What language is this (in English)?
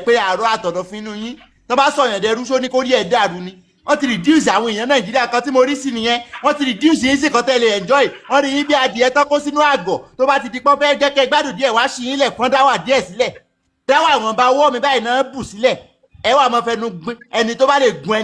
Yoruba